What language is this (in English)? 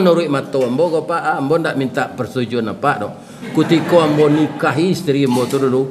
Minangkabau